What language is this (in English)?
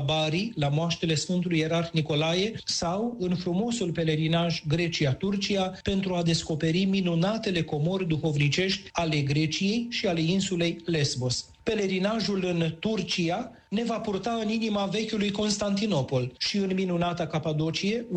Romanian